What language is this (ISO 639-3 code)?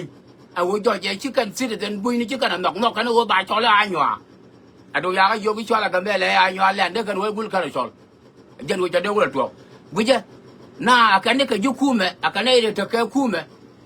nus